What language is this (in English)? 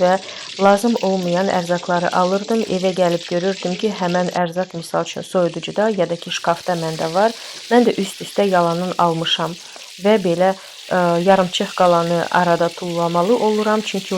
Azerbaijani